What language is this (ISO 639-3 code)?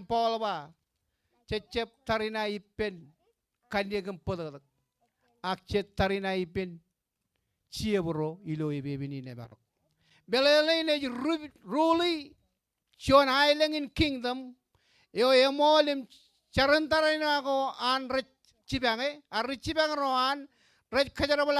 mah